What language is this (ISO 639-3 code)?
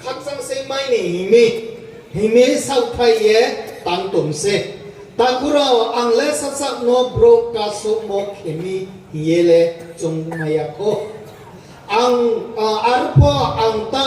ria